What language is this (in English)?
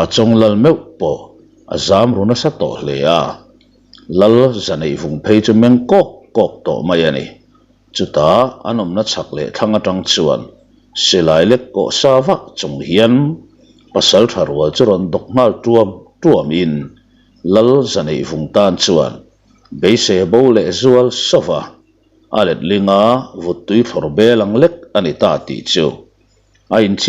Mizo